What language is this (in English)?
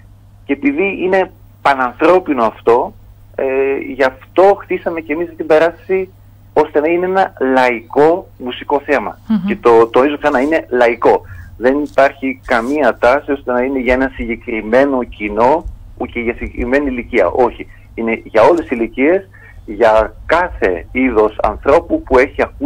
Greek